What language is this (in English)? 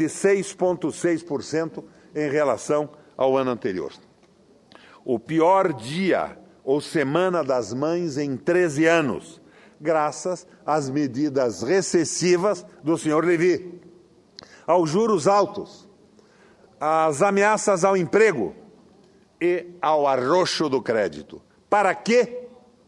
Portuguese